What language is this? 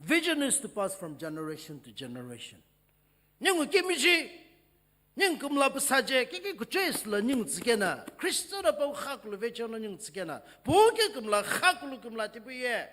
Sumi Naga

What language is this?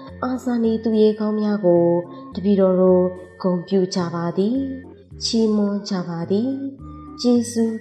Burmese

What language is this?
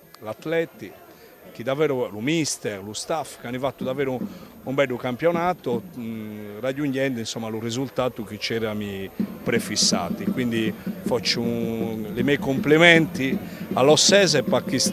Sardinian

